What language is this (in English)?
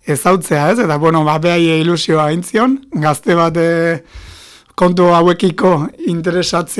Basque